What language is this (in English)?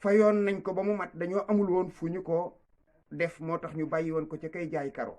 Wolof